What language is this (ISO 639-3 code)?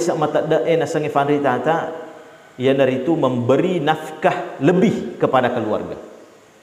bug